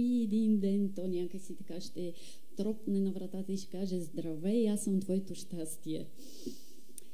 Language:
Bulgarian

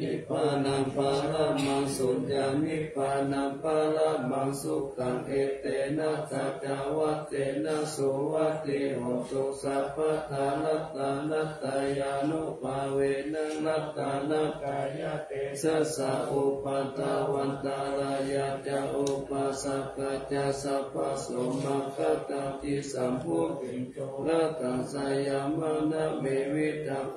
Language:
Pali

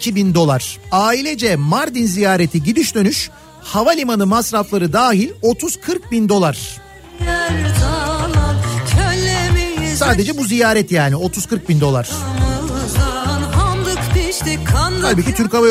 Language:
Turkish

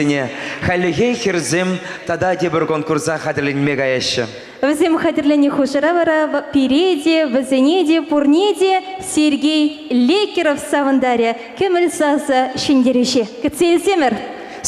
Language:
Chuvash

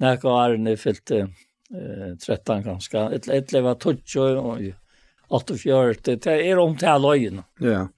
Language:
Faroese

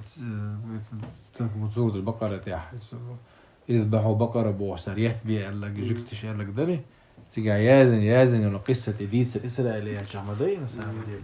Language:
Chechen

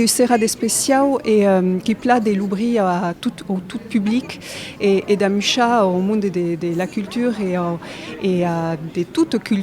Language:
Occitan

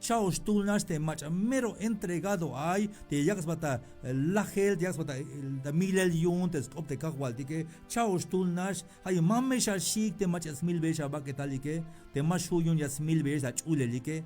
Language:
Tzeltal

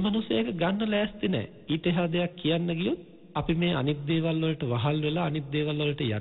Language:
Sinhala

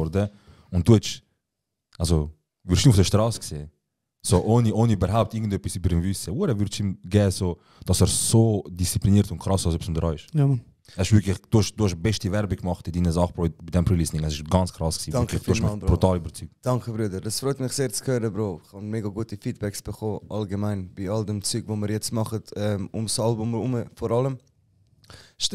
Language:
Swiss German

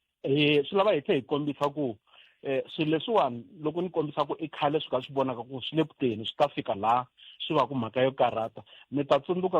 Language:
Tsonga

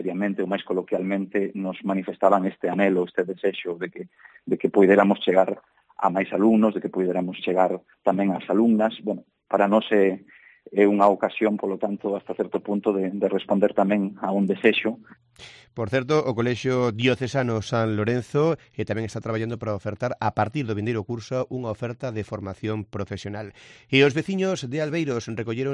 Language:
Galician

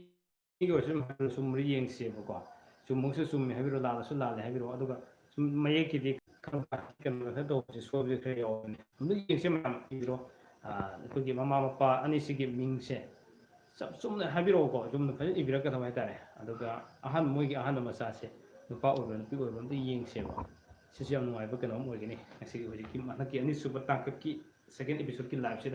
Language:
Manipuri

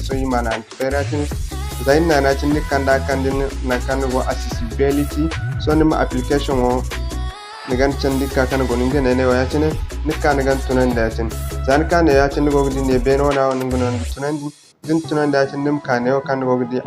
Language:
Zarma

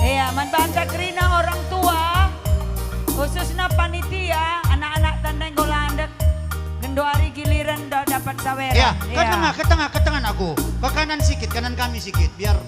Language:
Batak Karo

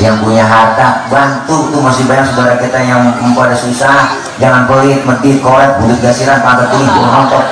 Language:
Betawi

